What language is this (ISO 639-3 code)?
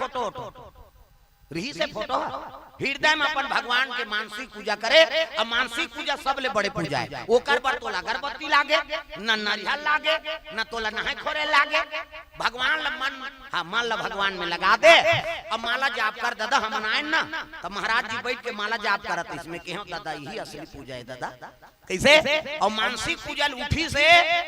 hne